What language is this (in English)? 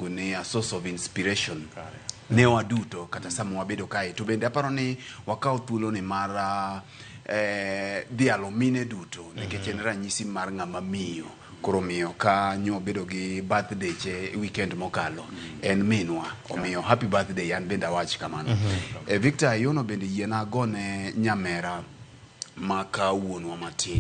Luo (Kenya and Tanzania)